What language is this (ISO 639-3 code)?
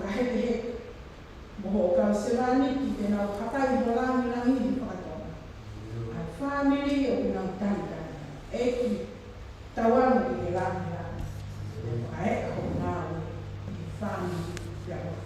ton